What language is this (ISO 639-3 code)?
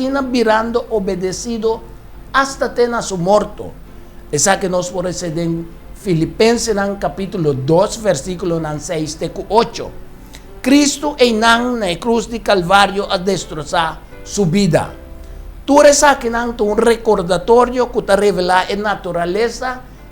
pap